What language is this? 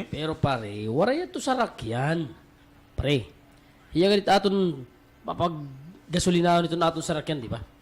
Waray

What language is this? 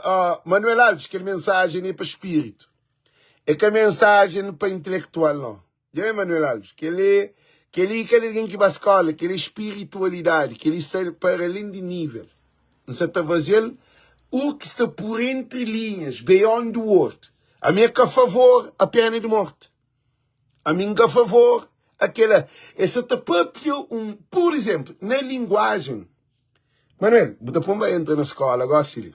Kabuverdianu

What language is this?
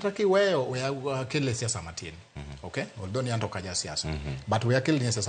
Luo (Kenya and Tanzania)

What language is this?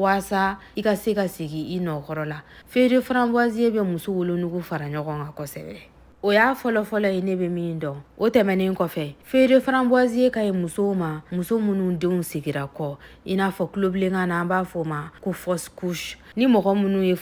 Bambara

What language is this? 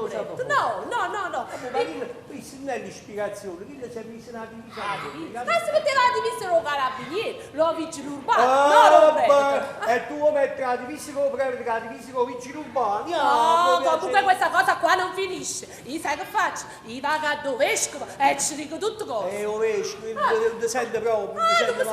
Neapolitan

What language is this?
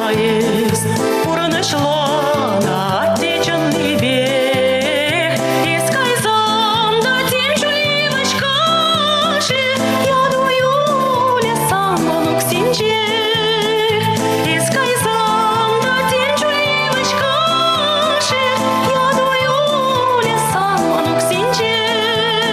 Chuvash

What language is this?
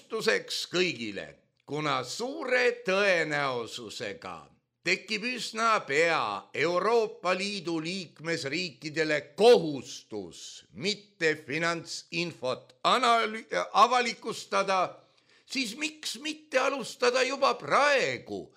Estonian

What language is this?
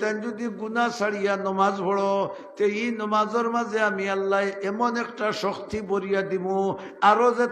Sylheti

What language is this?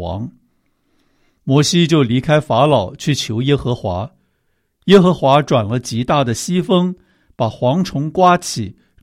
Chinese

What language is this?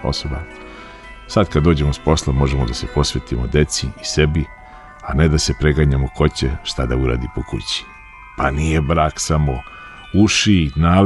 Serbian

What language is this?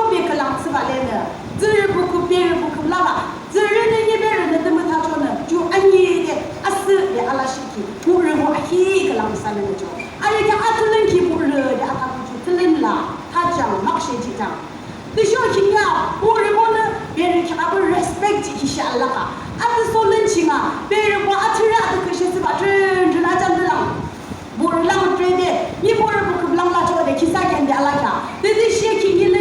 Yimchungru Naga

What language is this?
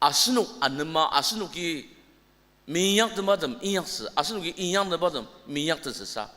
Ao Naga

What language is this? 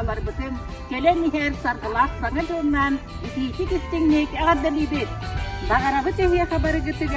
Yakut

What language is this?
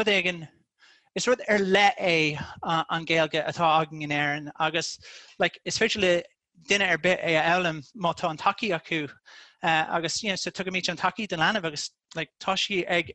Irish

